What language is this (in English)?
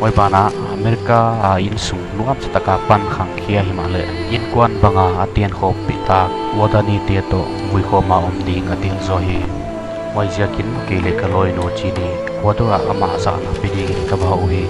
Paite Chin